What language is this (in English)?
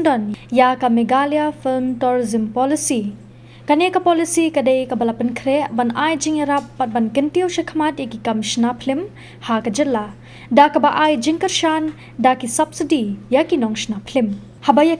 Khasi